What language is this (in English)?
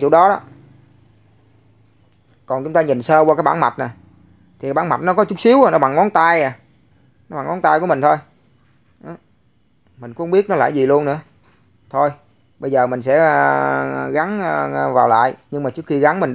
Vietnamese